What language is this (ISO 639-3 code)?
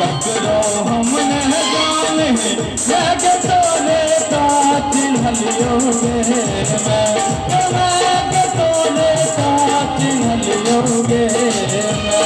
mai